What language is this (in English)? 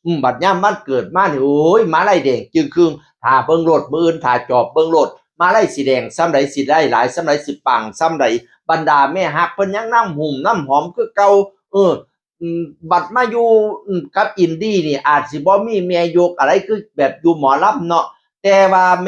Northeastern Thai